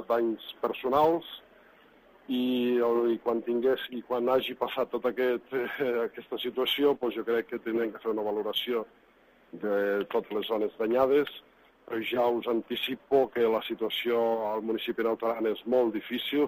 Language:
Catalan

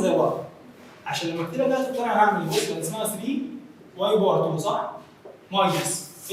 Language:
Egyptian Arabic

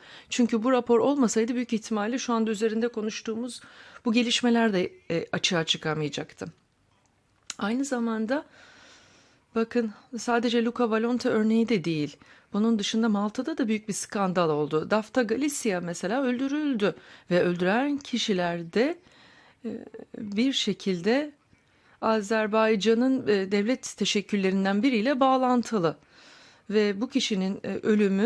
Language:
Turkish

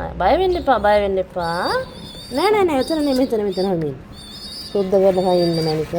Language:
Sinhala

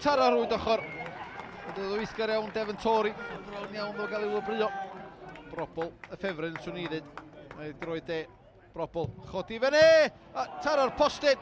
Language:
Welsh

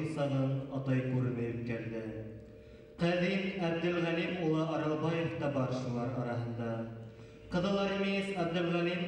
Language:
Bashkir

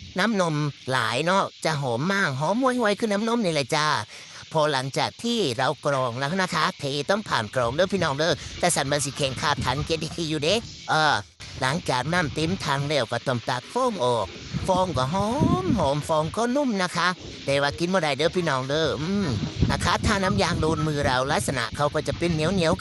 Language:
Northeastern Thai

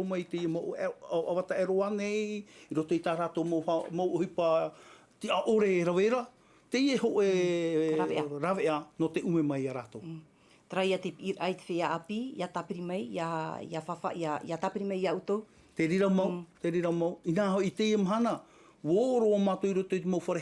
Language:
Tahitian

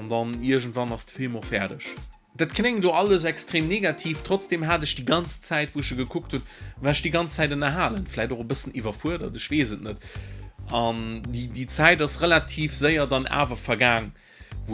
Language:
Luxembourgish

